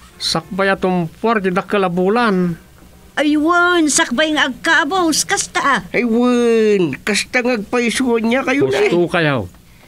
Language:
Iloko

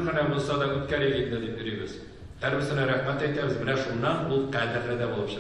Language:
Tatar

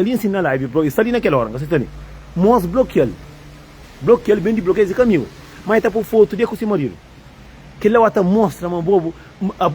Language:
Kabuverdianu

